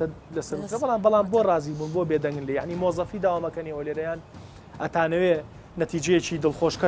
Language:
Central Kurdish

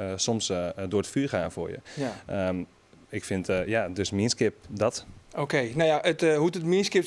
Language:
Western Frisian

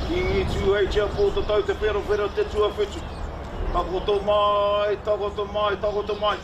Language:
Māori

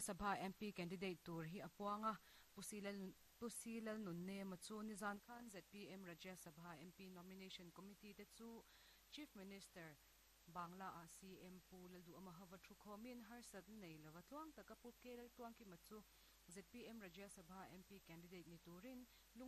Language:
Mizo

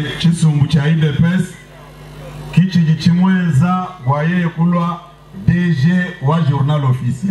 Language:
Luba-Lulua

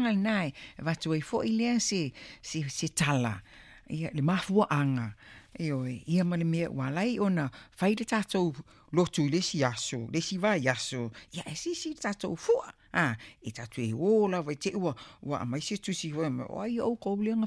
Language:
Samoan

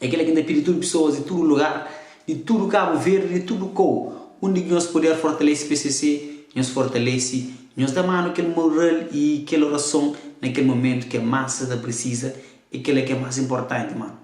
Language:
Kabuverdianu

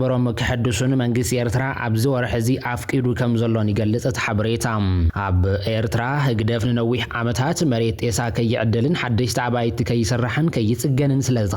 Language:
Tigrinya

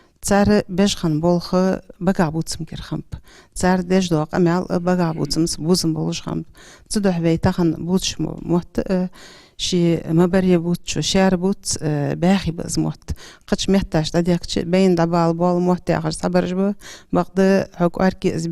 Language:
Ingush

